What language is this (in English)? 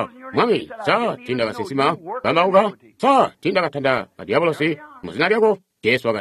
Tonga (Zambia)